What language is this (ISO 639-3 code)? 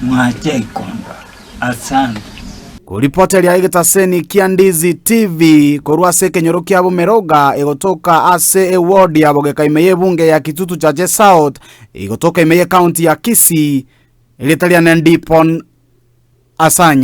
guz